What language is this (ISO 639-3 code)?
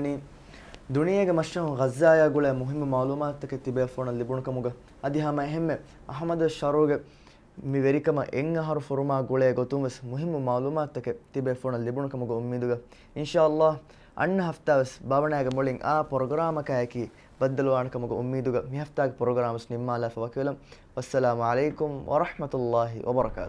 div